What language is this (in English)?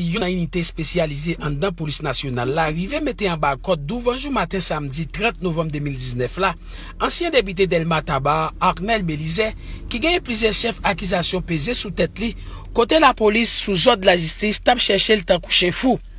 Haitian Creole